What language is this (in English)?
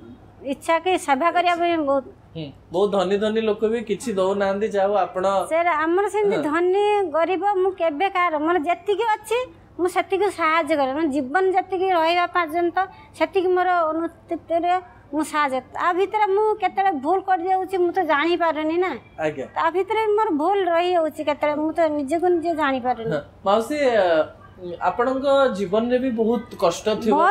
Odia